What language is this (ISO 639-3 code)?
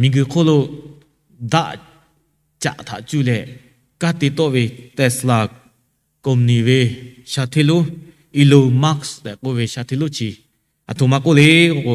lhu